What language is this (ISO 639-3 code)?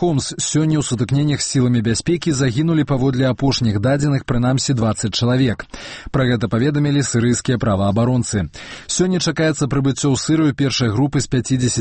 bel